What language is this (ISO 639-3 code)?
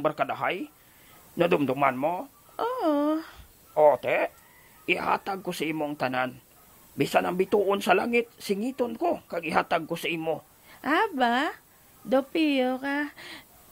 hil